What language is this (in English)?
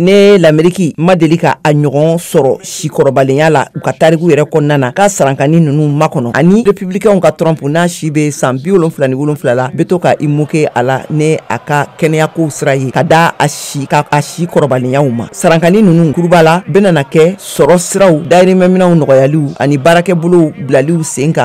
Bambara